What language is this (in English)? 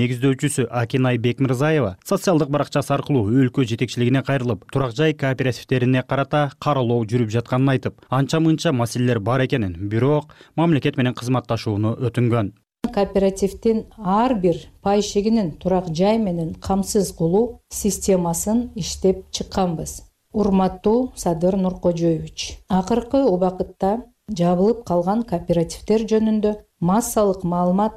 Kyrgyz